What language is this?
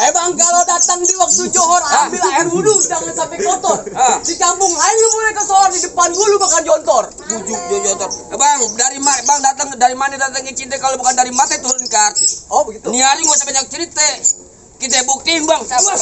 Betawi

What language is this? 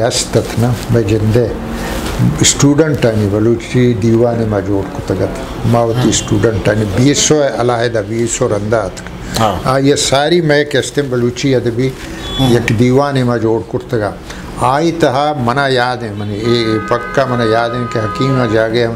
Eastern Balochi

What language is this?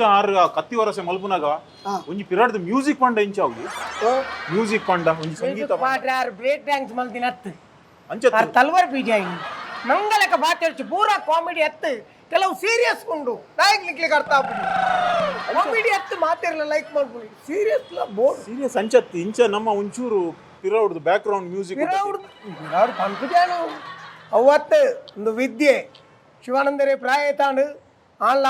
Tulu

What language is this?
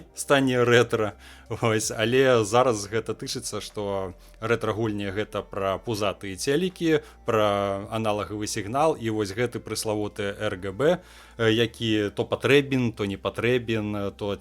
Belarusian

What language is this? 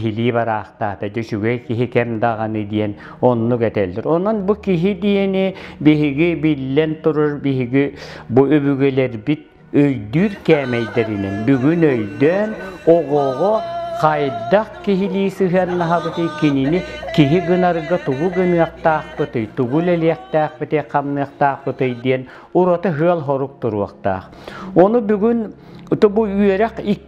Yakut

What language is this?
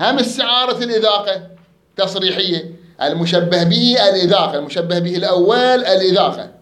Mesopotamian Arabic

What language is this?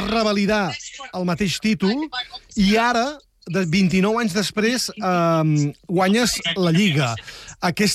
Catalan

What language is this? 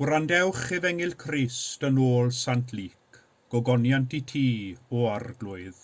Welsh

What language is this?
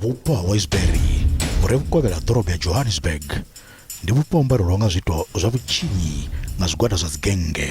Venda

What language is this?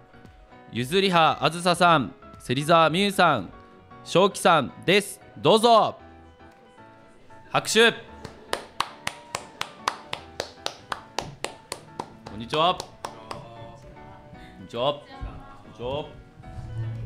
Japanese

